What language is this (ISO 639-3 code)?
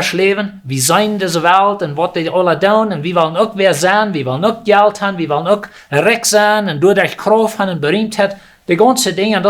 pdt